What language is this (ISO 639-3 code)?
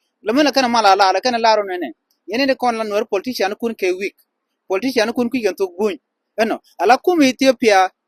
nus